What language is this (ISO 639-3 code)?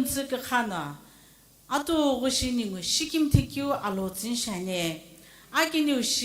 nsm